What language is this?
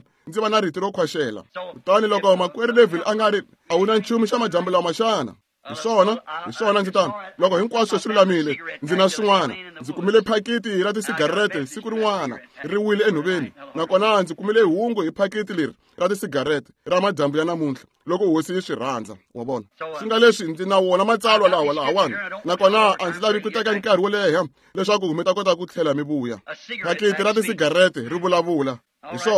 Tsonga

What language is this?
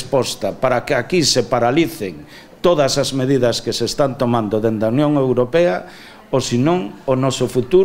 Galician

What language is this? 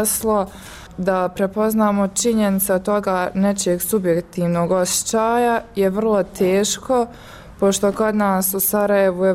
Bosnian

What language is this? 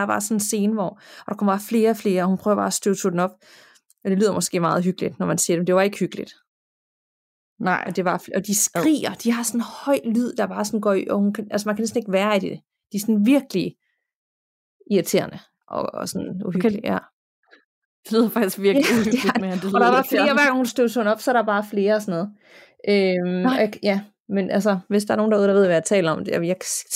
Danish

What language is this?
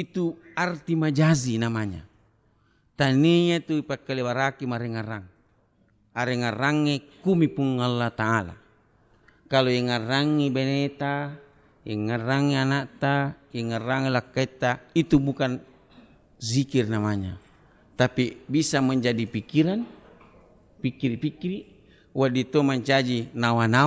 Buginese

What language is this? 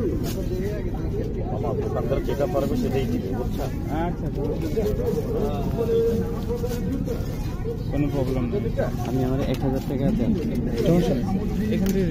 Bangla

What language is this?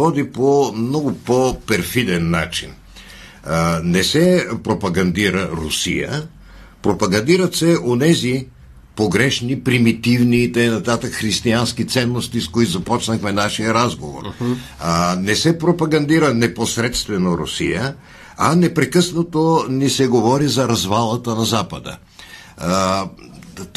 Bulgarian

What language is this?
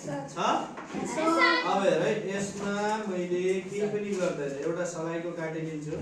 Nepali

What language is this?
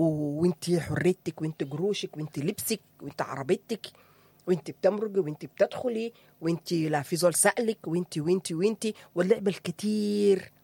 Sudanese Arabic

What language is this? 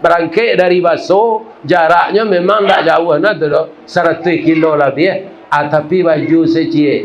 Minangkabau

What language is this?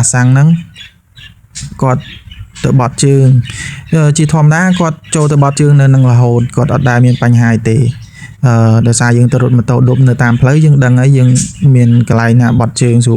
Khmer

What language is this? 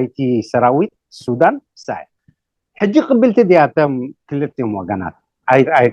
Tigrinya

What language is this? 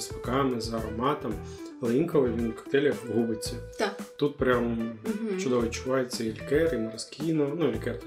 Ukrainian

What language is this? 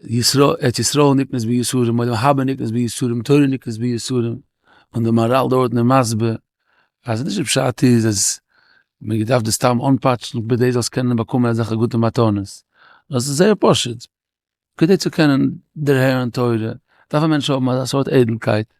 Yiddish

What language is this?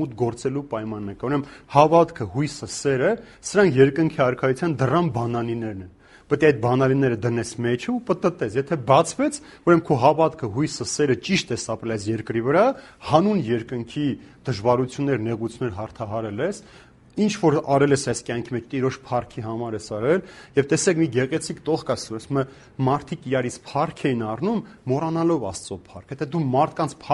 Armenian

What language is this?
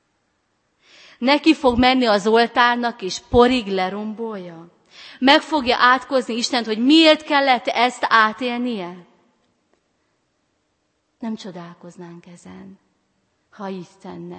Hungarian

